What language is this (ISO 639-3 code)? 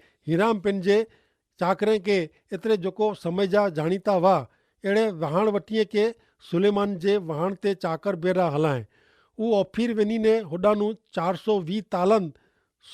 kfr